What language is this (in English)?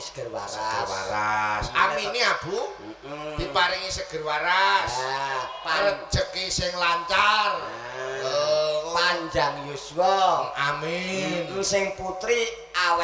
Javanese